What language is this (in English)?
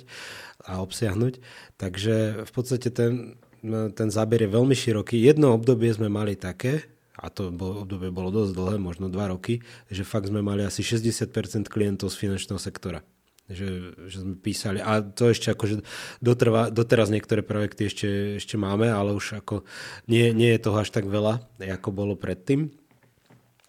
Slovak